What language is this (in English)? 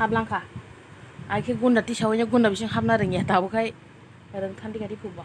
Kok Borok